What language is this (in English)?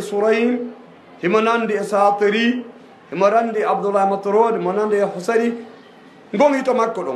Fula